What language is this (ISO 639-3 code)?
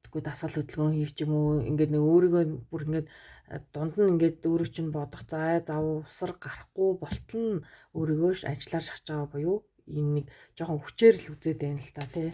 mon